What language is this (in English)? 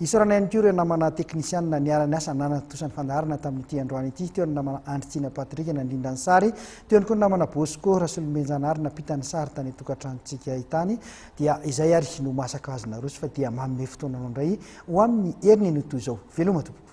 Malagasy